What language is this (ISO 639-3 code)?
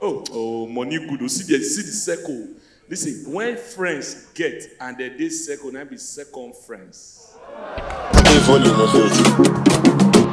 pcm